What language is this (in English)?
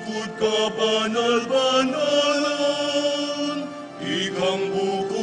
Pampanga